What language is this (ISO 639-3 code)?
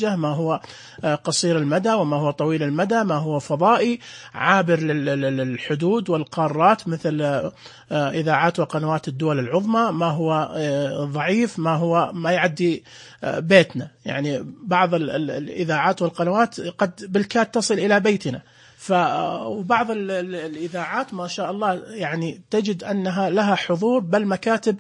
ars